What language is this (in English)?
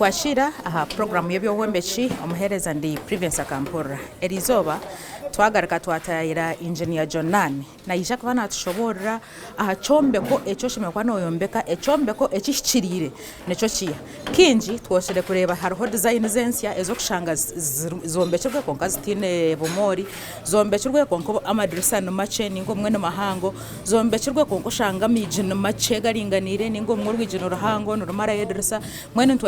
Nyankole